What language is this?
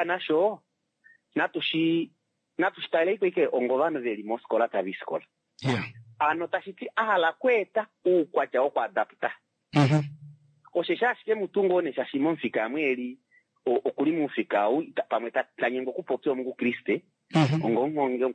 Kuanyama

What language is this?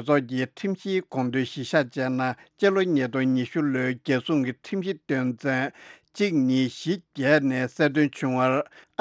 Tibetan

